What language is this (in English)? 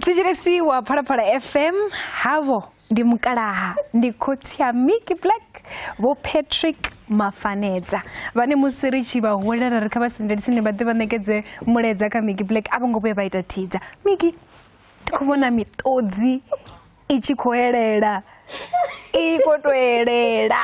Venda